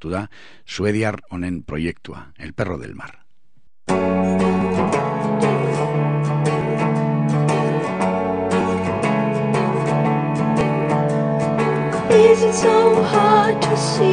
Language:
Basque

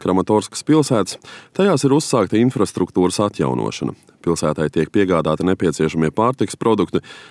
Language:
Latvian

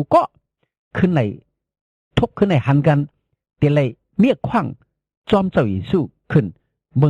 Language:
Shan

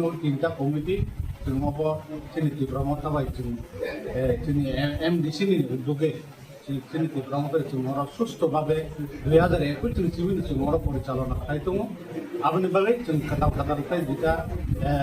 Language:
Kok Borok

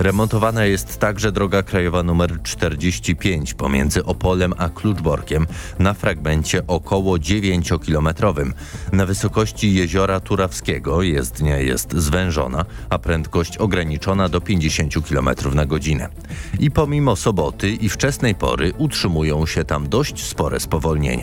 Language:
Polish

